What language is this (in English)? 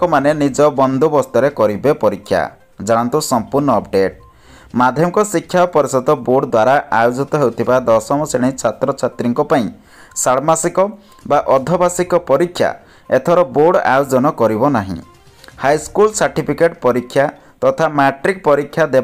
Odia